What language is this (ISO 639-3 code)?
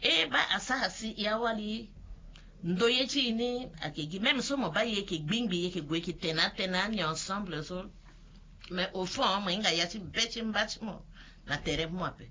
sag